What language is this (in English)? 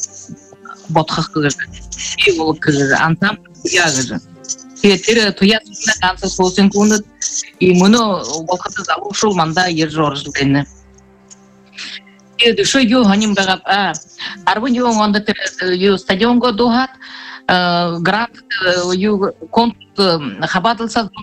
Buriat